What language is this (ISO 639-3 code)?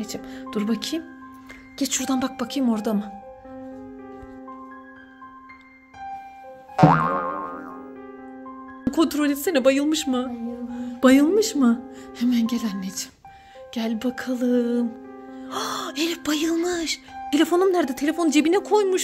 tur